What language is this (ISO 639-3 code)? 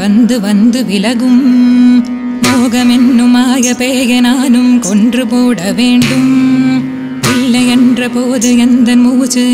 tam